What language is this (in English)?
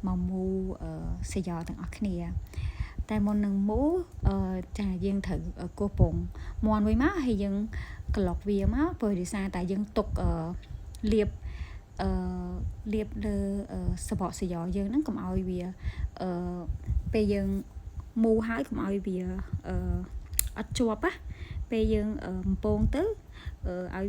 Khmer